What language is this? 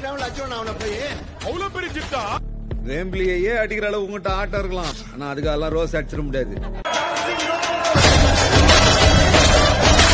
Tamil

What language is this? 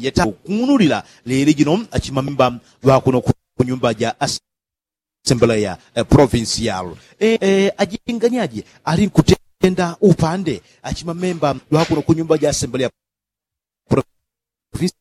Yao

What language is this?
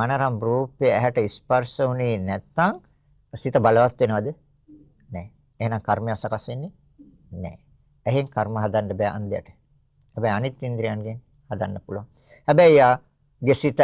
Sinhala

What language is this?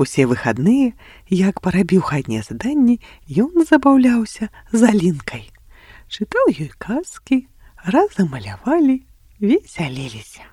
Belarusian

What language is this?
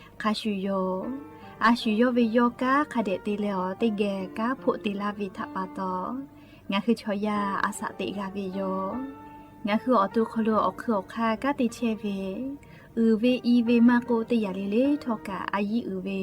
Lahu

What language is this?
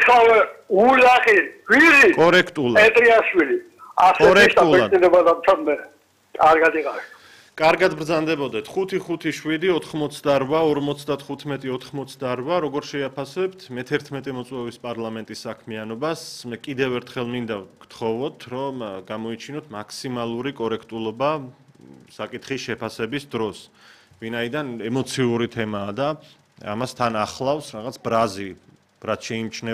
Georgian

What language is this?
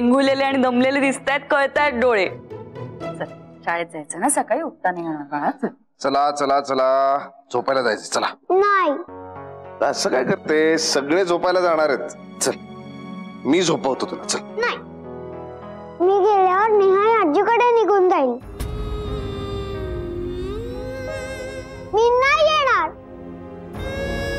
Marathi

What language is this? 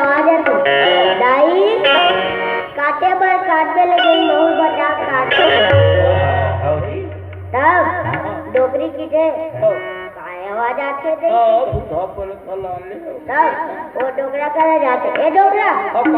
Chhattisgarhi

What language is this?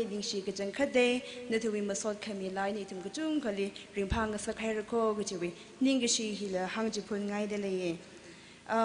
Tangkhul Naga (India)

